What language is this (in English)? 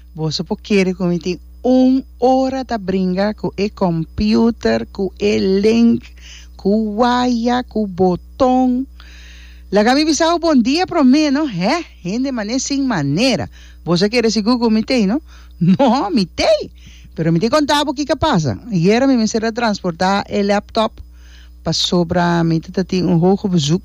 Papiamento